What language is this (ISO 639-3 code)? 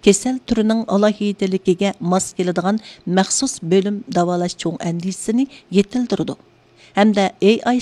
uig